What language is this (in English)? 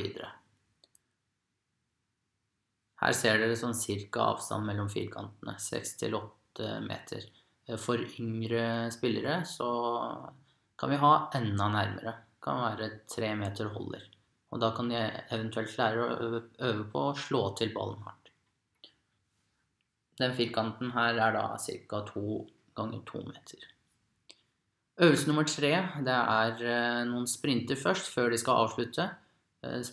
Norwegian